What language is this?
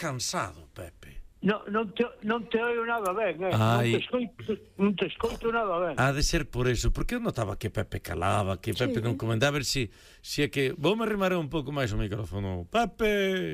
Galician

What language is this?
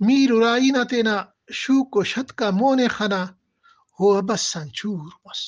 Brahui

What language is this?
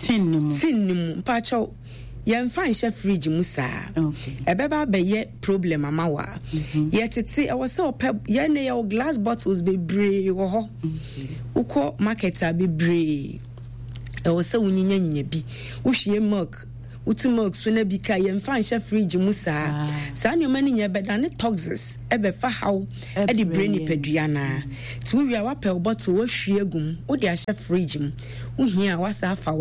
Akan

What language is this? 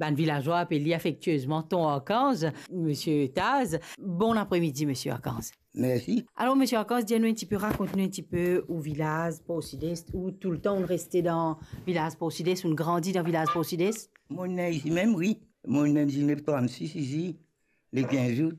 Morisyen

